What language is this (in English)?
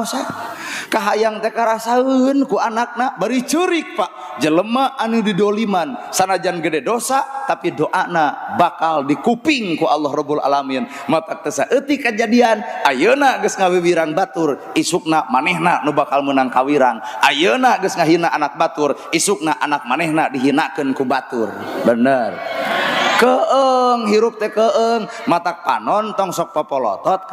Sundanese